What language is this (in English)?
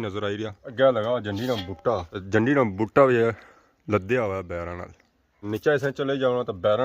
Pahari-Potwari